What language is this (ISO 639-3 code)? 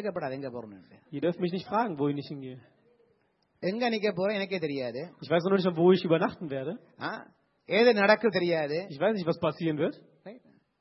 tam